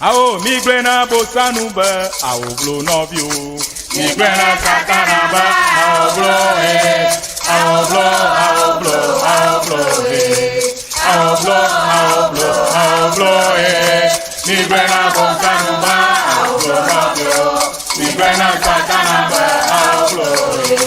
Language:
Ewe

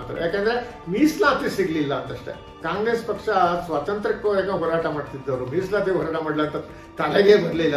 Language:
Kannada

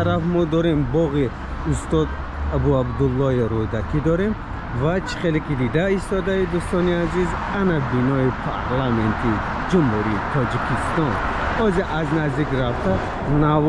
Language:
Tajik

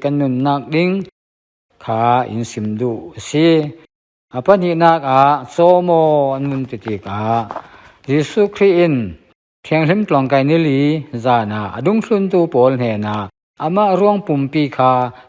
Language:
Falam Chin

